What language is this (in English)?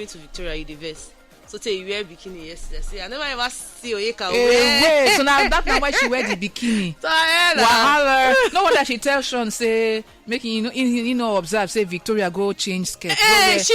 Nigerian Pidgin